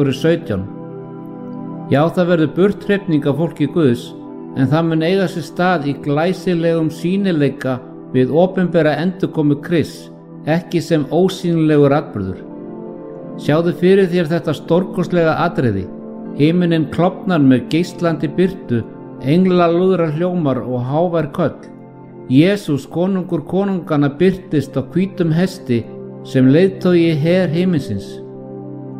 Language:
Icelandic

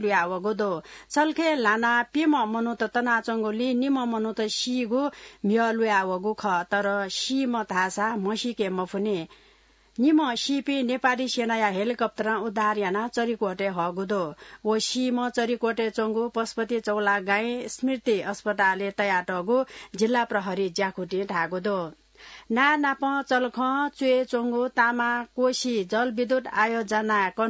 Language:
Newari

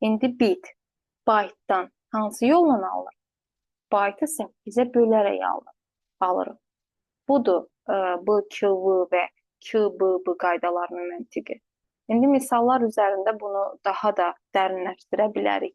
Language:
Azerbaijani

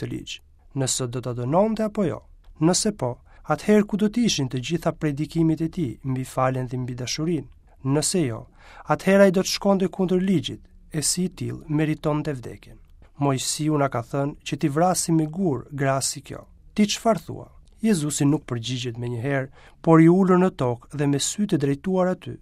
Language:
Albanian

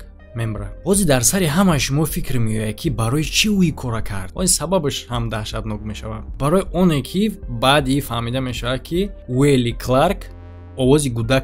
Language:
Tajik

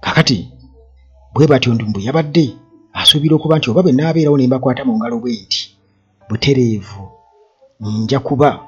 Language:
Ganda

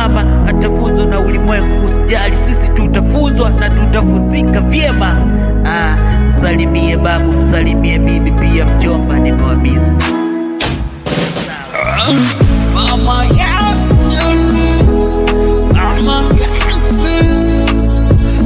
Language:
Swahili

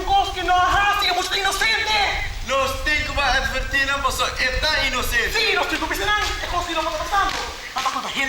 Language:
Papiamento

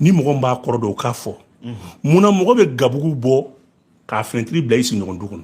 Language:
Bambara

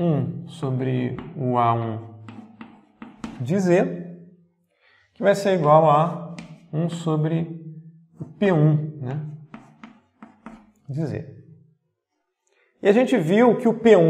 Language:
Portuguese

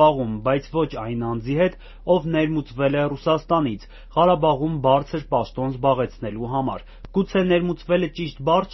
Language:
Armenian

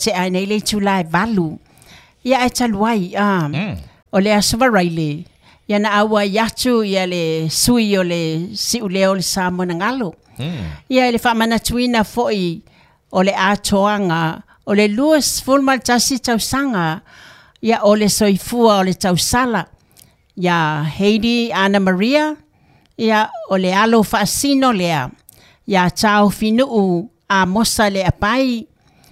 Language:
Samoan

